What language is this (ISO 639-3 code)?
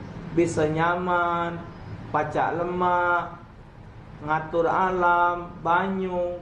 mui